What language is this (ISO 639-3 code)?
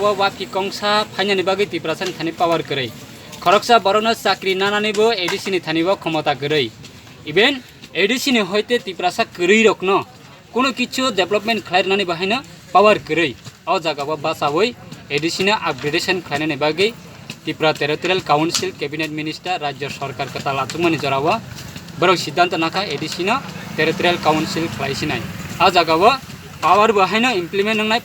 trp